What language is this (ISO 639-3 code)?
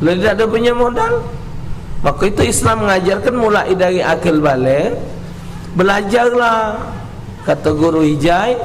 mui